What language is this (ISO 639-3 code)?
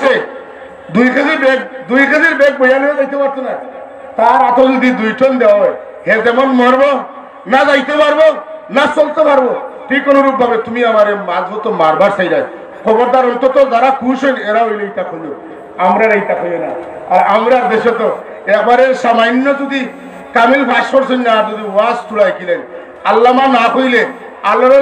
syl